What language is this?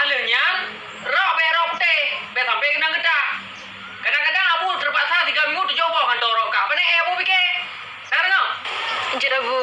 Achinese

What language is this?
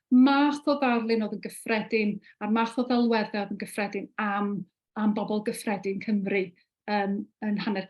Welsh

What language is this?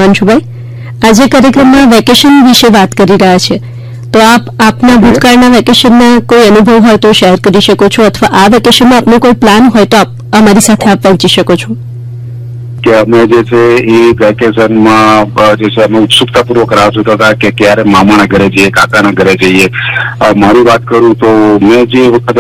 Gujarati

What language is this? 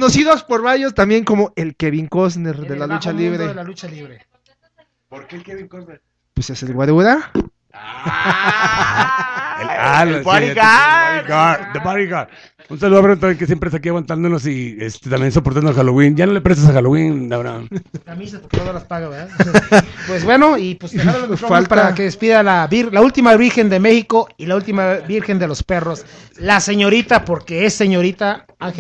Spanish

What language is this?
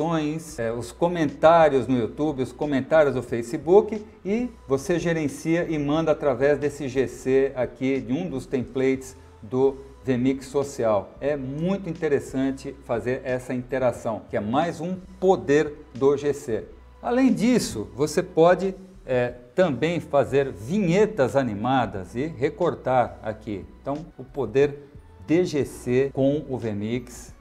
Portuguese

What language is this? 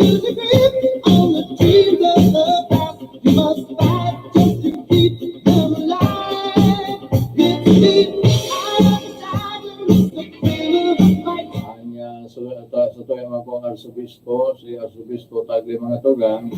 Bikol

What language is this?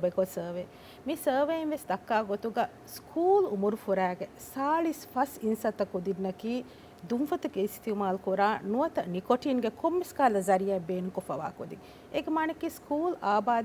Divehi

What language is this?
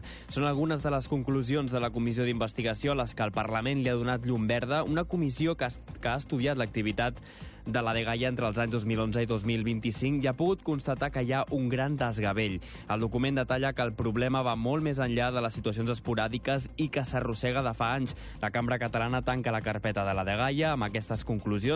Catalan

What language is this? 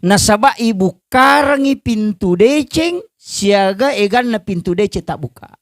Buginese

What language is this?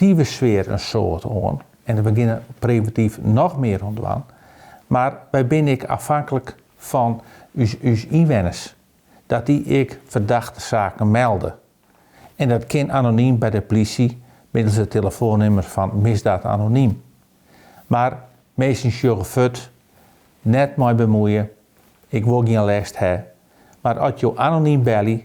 Western Frisian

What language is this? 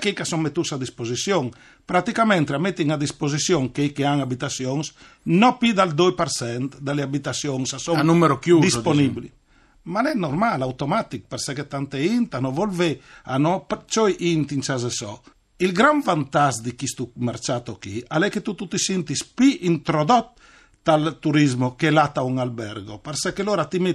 Friulian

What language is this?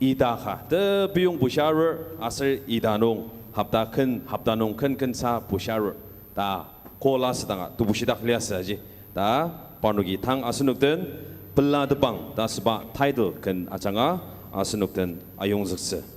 Ao Naga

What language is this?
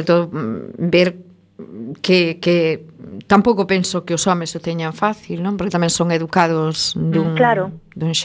Galician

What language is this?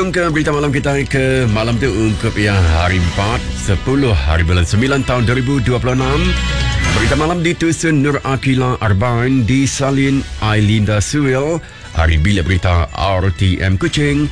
Malay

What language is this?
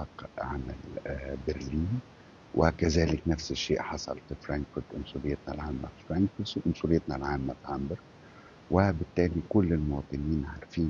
Egyptian Arabic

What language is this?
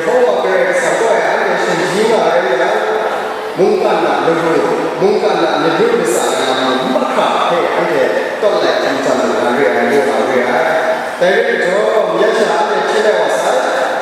Kachin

